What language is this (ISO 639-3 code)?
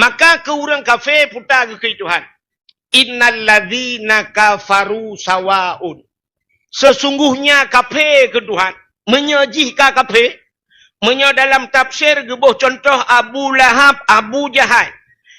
ace